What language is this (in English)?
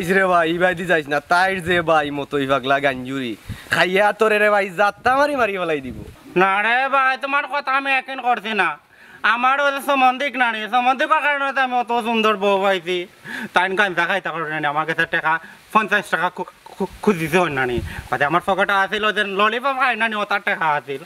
Sylheti